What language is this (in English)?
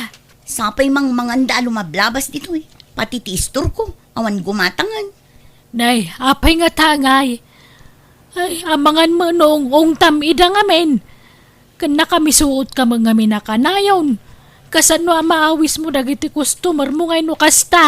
Iloko